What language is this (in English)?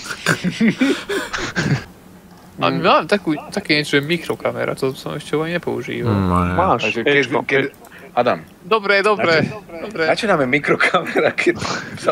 Slovak